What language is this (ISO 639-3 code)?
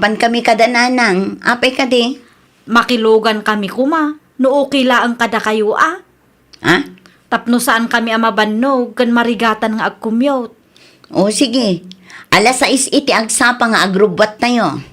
ilo